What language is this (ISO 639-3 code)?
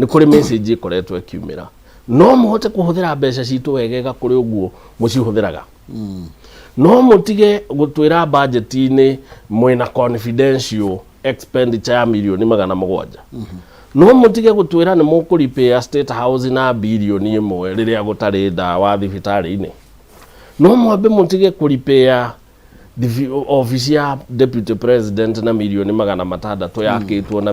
kik